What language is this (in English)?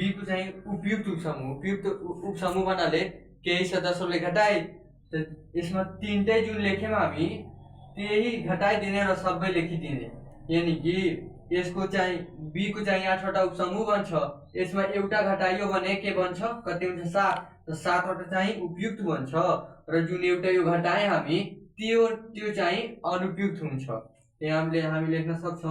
Nepali